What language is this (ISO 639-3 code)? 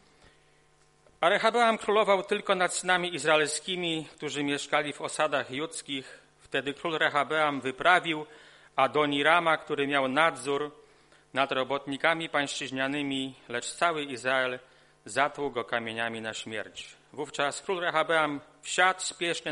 pol